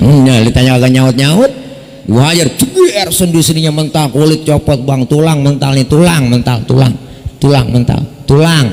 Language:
Betawi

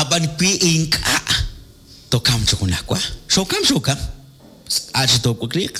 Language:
Kekchí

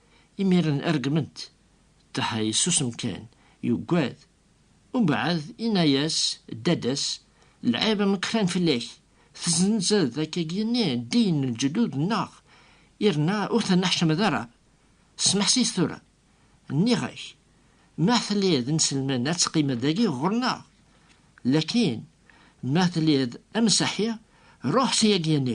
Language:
Kabyle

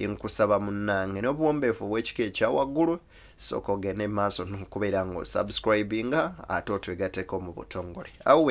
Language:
Ganda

